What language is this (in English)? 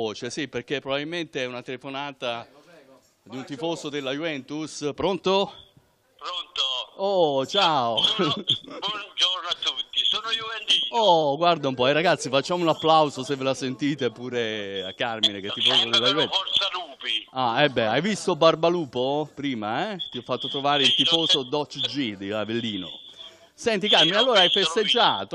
Italian